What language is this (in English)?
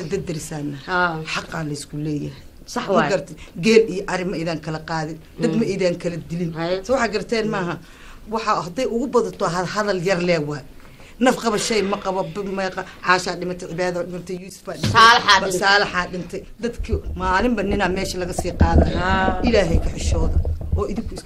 Somali